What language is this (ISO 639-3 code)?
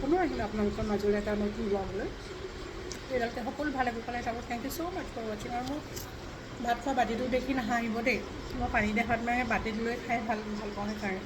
asm